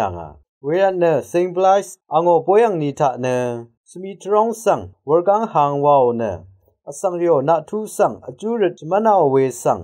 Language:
Rawang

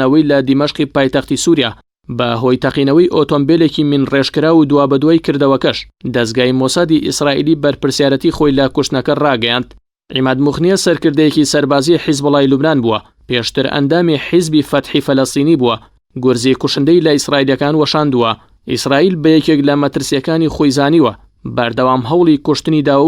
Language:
Central Kurdish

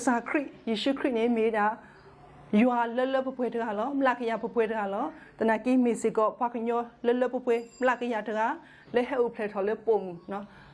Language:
S'gaw Karen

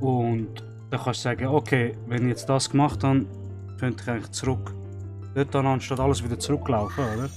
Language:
Swiss German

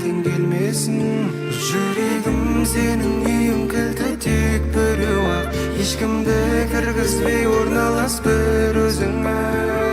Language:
Kara-Kalpak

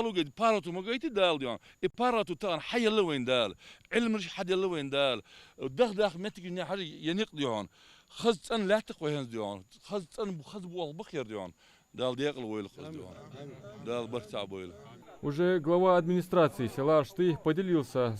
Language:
Ingush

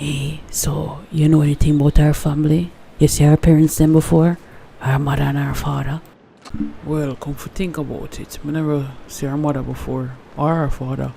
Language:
Jamaican Creole English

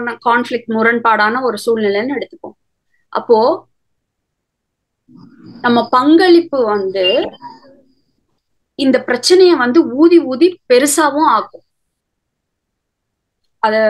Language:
Tamil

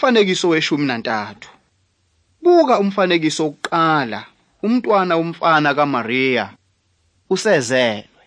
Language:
Zulu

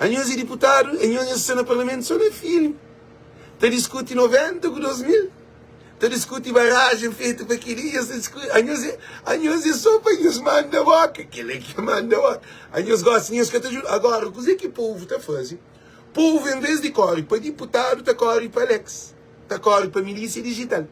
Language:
Kabuverdianu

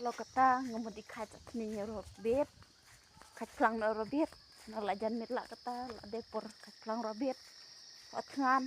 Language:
Khasi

